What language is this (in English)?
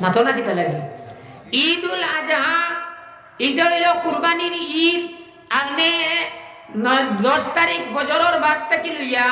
Sylheti